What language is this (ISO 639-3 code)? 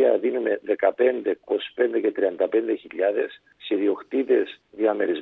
ell